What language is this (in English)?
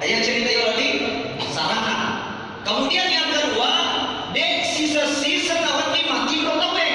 Buginese